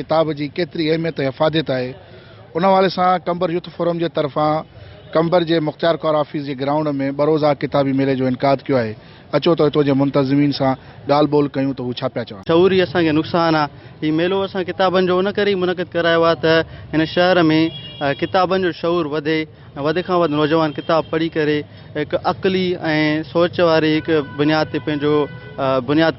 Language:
Sindhi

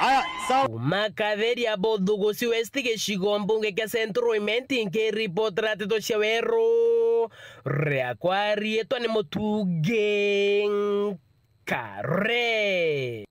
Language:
Meru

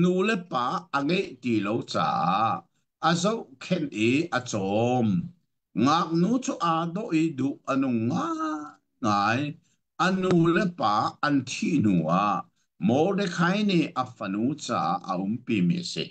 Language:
Hakha Chin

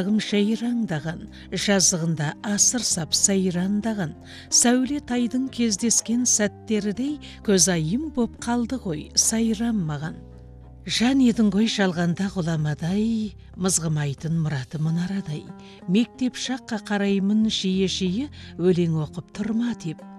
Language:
Kazakh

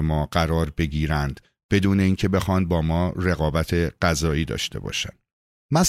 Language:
Persian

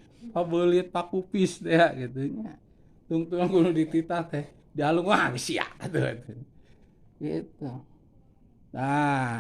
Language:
Sundanese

